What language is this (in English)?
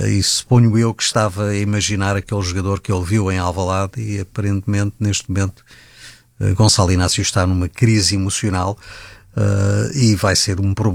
Portuguese